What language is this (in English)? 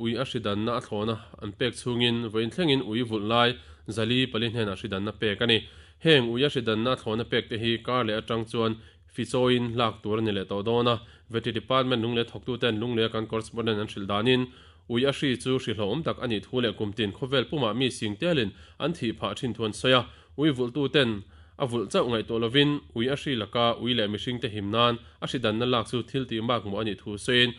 Mizo